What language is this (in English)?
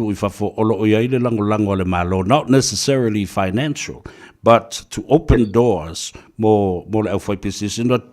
Samoan